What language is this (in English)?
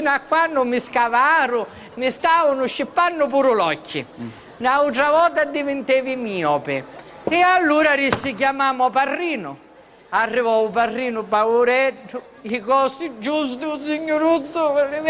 Sicilian